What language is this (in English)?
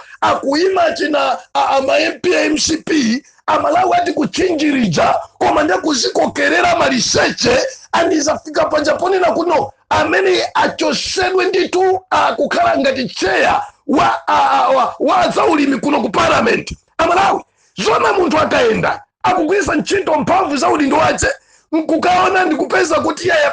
Nyanja